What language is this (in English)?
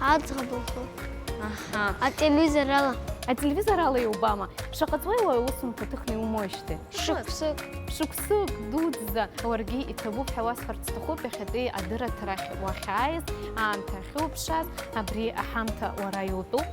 Abkhazian